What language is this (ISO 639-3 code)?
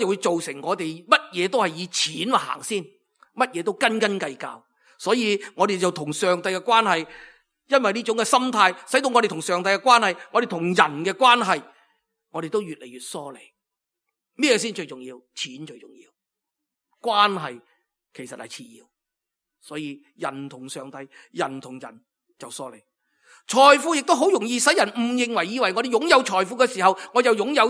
yue